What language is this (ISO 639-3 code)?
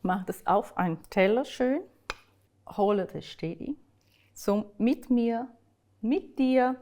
gsw